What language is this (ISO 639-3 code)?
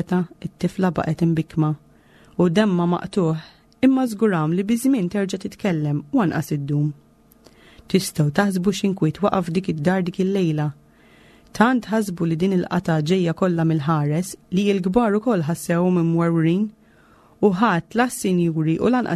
mlt